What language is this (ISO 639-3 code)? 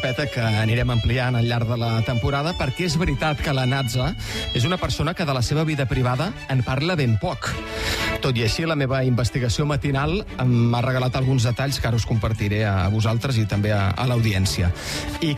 cat